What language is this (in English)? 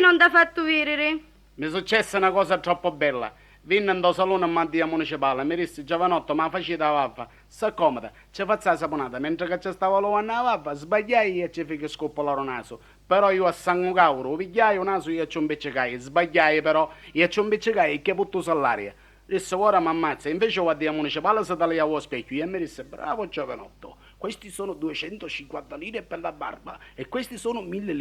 Sicilian